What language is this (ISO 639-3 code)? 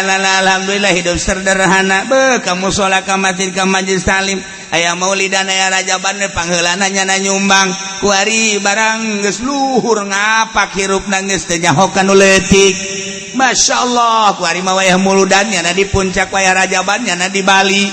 sun